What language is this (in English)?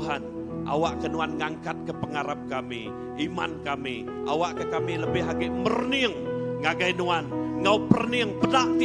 Iban